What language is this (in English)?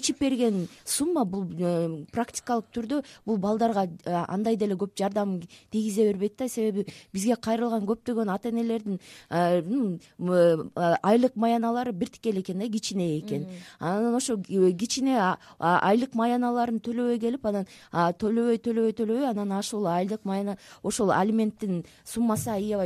Kyrgyz